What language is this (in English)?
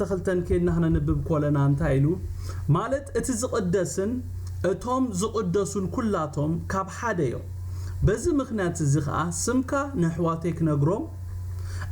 Tigrinya